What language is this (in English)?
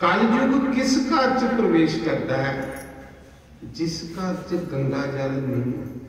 Dogri